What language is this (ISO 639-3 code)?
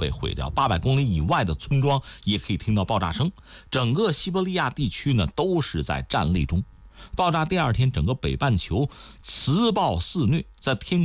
zho